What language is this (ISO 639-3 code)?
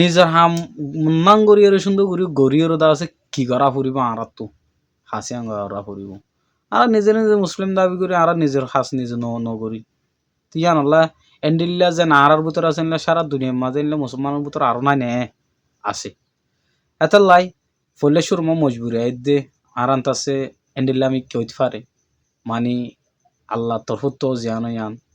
rhg